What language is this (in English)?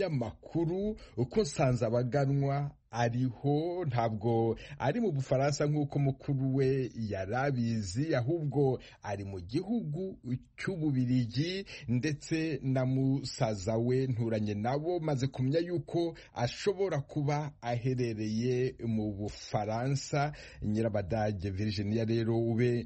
Kinyarwanda